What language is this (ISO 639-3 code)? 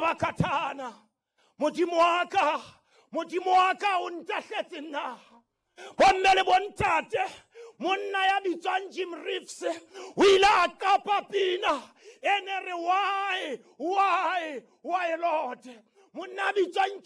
sot